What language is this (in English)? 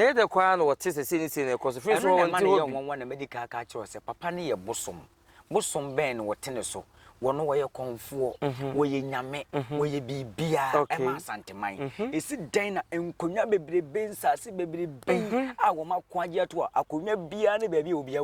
Akan